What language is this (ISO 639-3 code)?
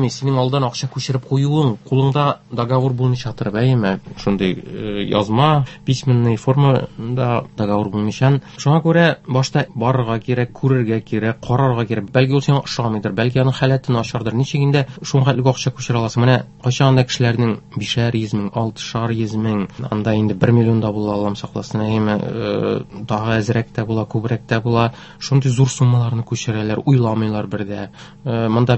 tat